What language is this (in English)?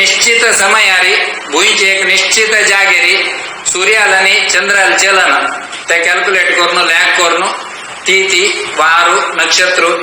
Konkani